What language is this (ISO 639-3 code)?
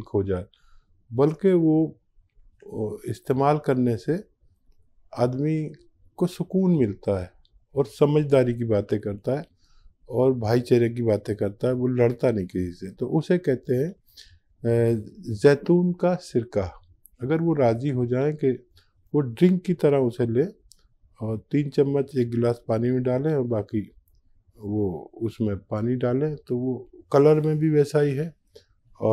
hin